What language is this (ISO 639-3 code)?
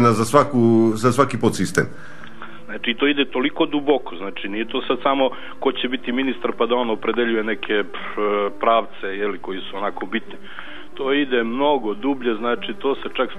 srp